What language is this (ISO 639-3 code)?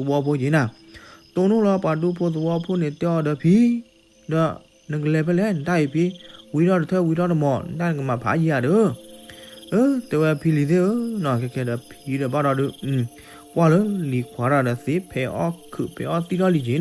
ksw